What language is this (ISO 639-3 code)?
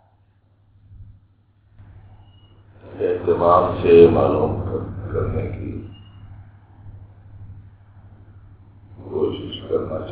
urd